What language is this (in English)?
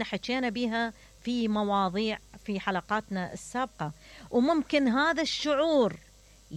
Mesopotamian Arabic